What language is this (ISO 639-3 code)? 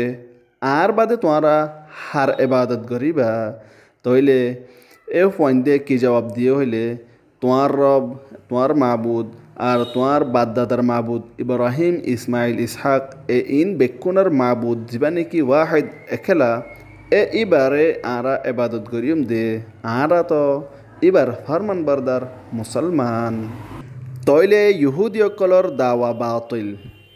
rhg